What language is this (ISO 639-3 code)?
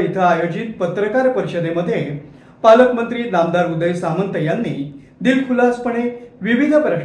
mar